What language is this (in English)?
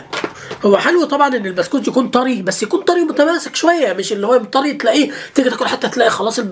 Egyptian Arabic